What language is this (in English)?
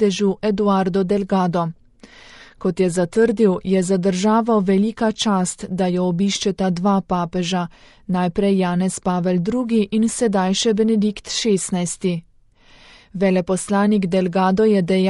Slovenian